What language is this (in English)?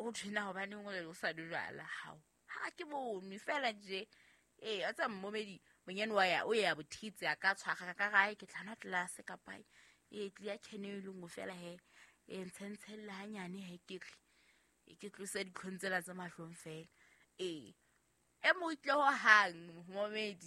Southern Sotho